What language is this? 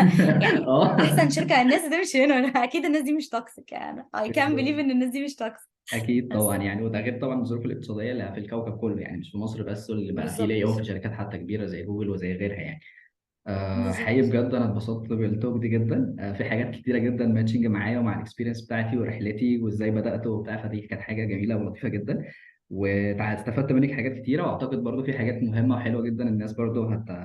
Egyptian Arabic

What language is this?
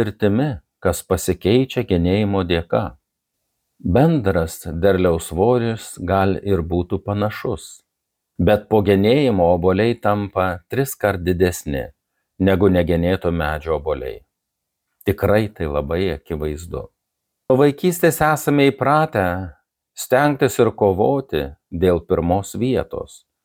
Lithuanian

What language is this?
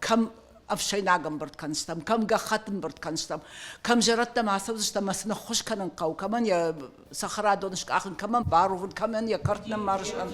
Ossetic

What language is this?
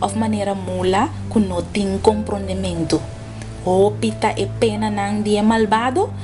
Papiamento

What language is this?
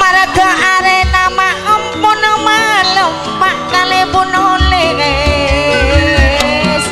Madurese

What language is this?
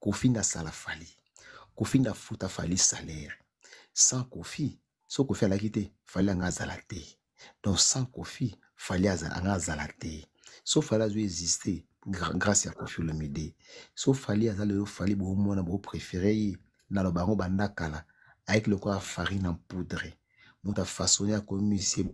Lingala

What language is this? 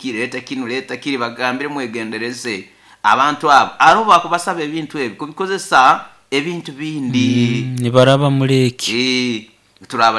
Nyoro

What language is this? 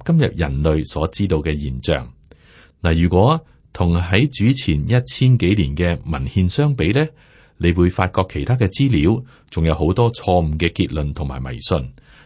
Cantonese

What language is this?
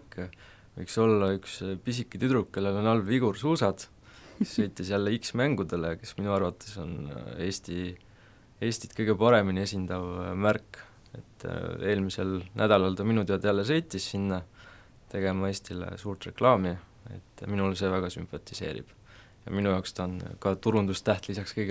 Estonian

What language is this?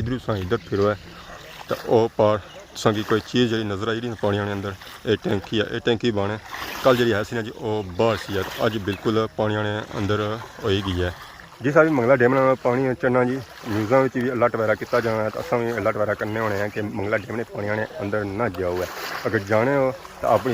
Pahari-Potwari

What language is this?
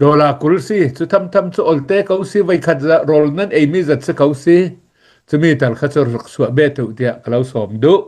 Hakha Chin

